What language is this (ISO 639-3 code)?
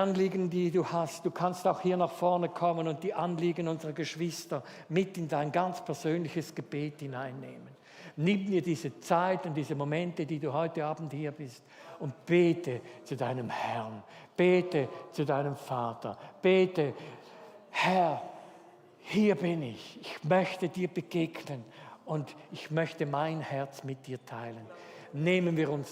gsw